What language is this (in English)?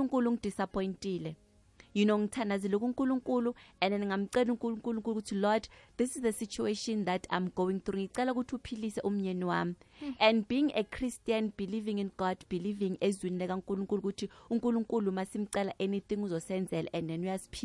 South Ndebele